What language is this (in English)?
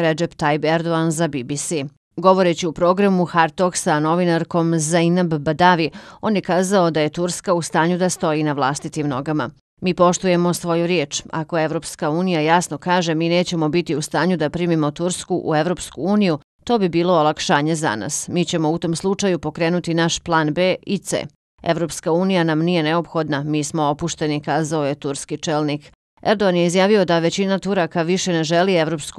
Bosnian